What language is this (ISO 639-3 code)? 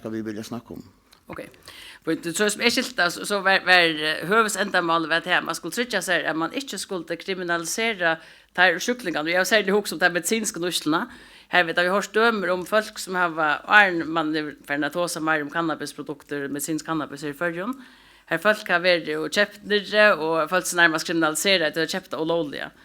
fao